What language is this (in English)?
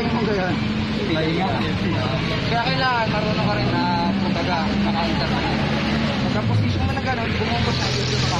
Filipino